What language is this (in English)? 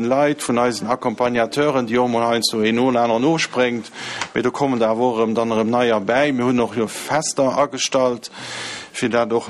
Luxembourgish